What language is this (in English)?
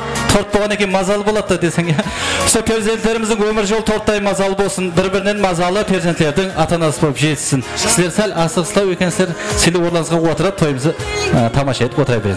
Kara-Kalpak